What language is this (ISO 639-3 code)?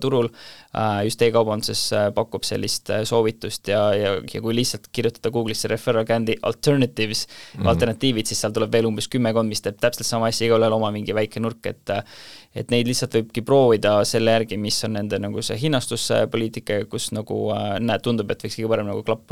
est